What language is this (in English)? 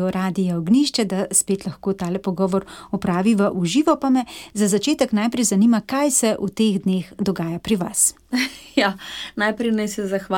Slovenian